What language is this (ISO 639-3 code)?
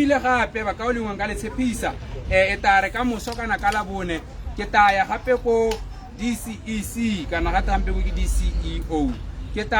tsn